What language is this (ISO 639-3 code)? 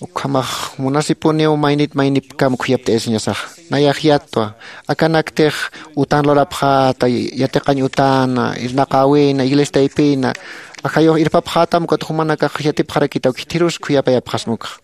aym